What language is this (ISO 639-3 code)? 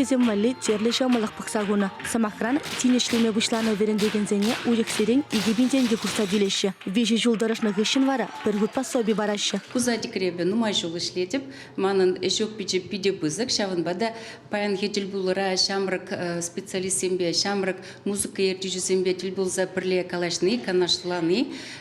chv